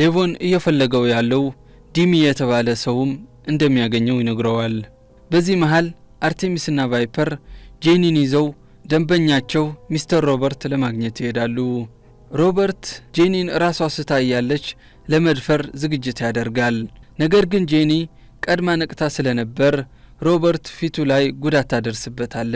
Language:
Amharic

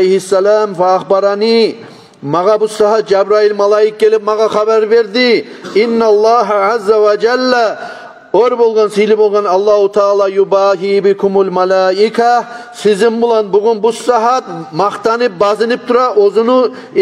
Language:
Kumyk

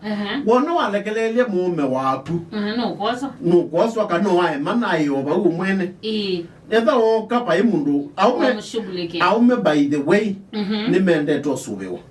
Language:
Kamba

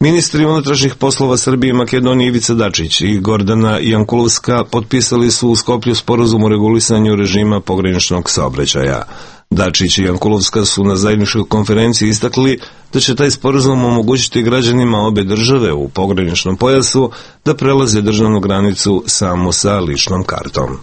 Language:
Serbian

